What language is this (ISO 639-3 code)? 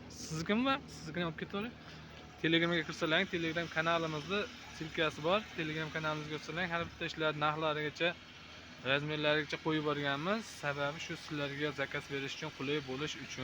uzb